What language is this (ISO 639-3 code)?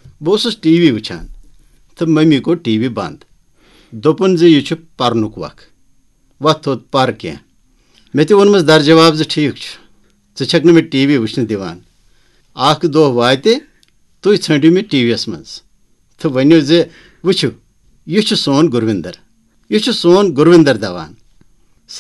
kas